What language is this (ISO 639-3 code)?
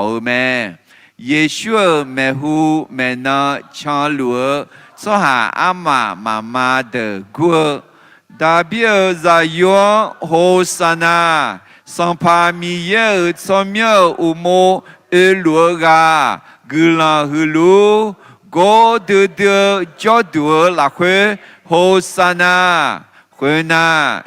ahk